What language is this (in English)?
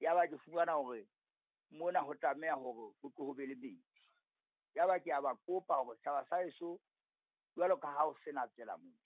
Southern Sotho